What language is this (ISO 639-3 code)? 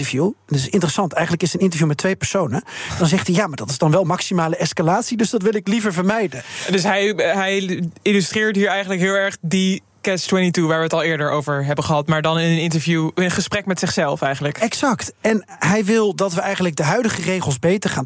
nld